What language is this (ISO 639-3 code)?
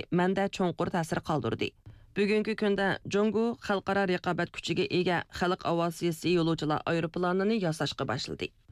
uig